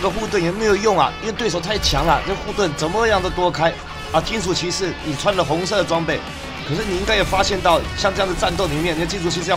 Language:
Chinese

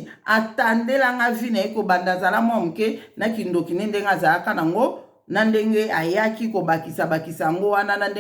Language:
Lingala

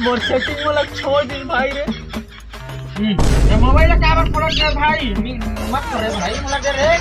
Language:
Chhattisgarhi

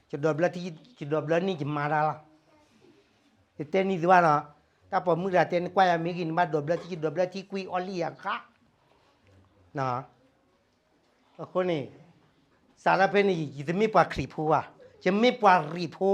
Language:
S'gaw Karen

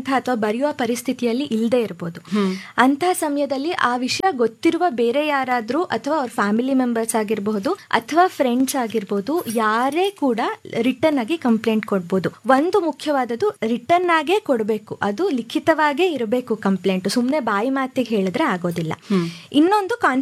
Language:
Kannada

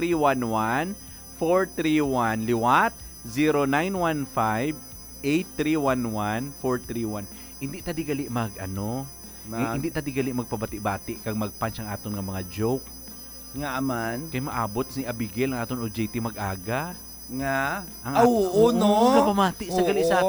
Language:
Hiligaynon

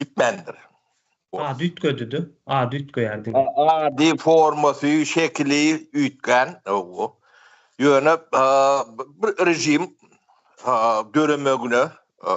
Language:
Turkmen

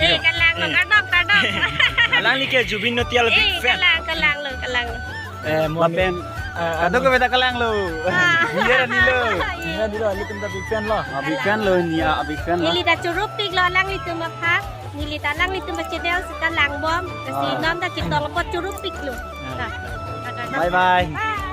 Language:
Karbi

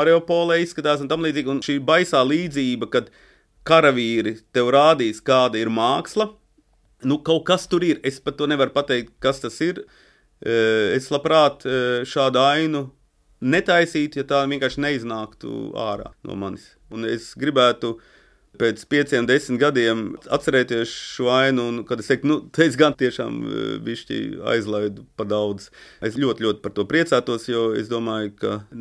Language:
Latvian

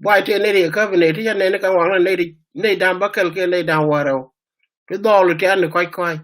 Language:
Nuer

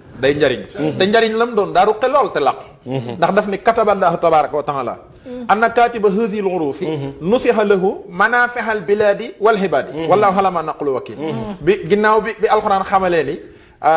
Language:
Wolof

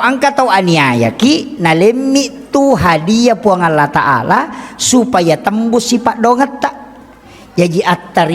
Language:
Buginese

